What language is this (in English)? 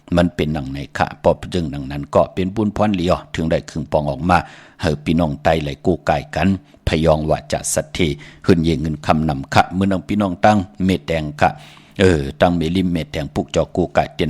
Shan